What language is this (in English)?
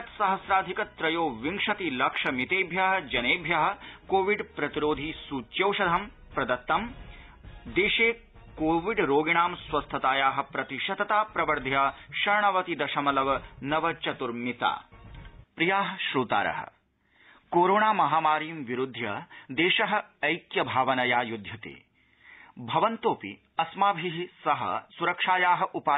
Sanskrit